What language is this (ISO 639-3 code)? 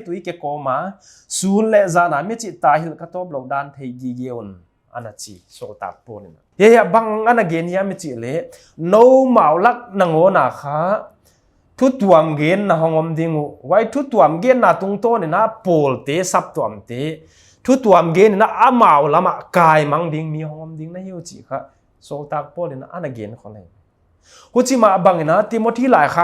pck